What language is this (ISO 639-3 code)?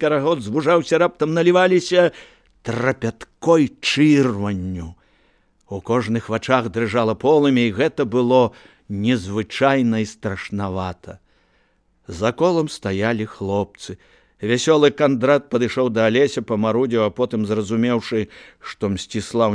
bel